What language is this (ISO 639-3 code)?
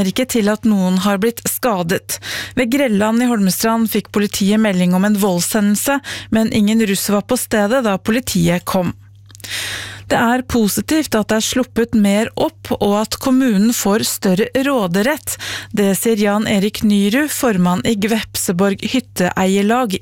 nor